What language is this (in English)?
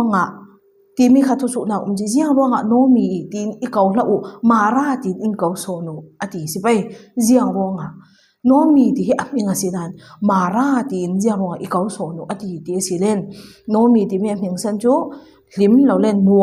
Falam Chin